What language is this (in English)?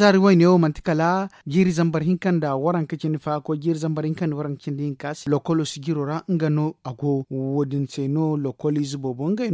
Zarma